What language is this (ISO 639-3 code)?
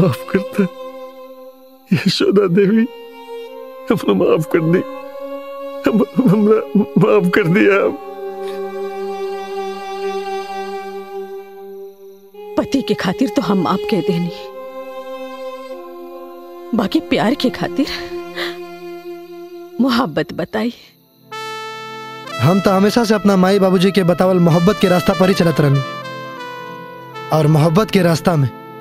bho